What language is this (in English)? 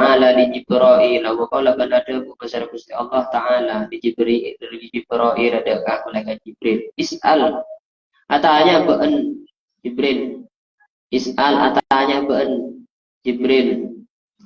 Madurese